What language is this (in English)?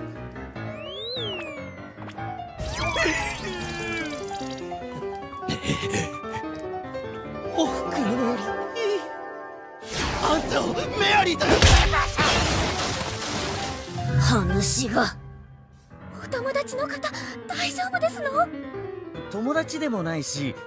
Japanese